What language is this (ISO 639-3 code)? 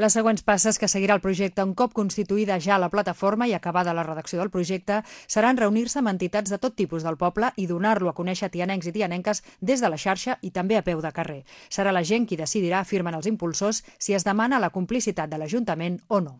cat